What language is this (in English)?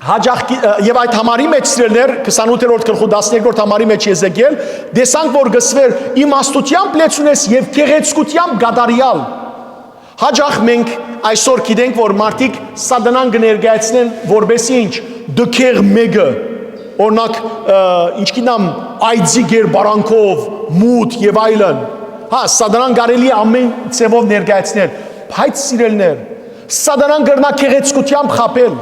Western Armenian